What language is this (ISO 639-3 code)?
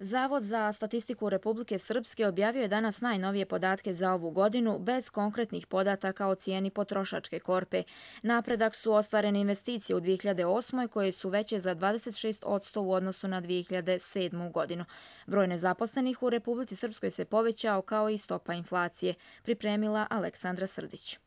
hrv